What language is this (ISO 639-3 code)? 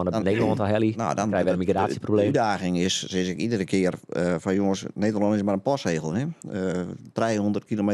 fry